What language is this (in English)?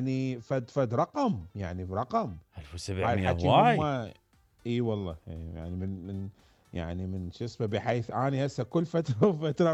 Mesopotamian Arabic